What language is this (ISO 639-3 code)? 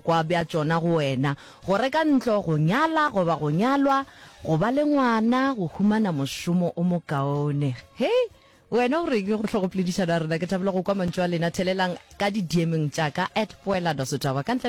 nso